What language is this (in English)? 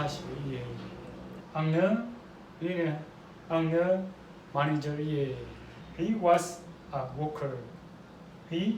Rawang